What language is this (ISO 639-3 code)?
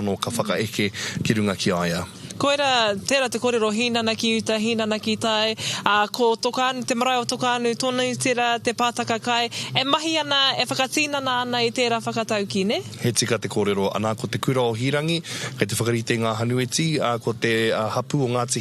mri